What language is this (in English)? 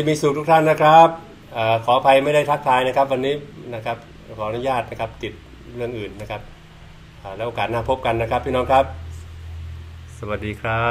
Thai